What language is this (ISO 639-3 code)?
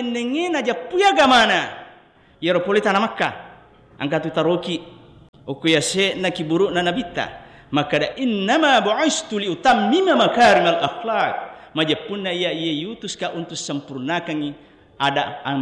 bug